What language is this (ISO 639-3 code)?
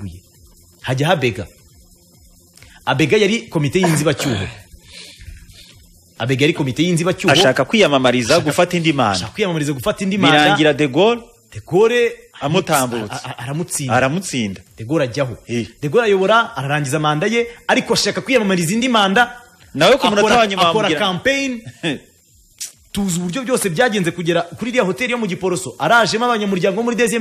kin